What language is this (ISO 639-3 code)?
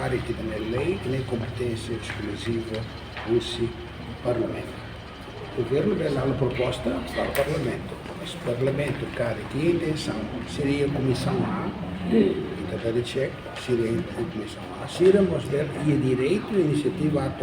tet